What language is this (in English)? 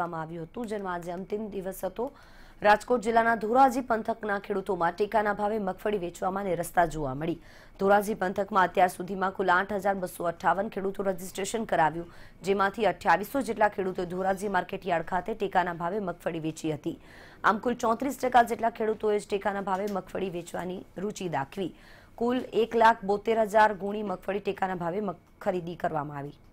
Gujarati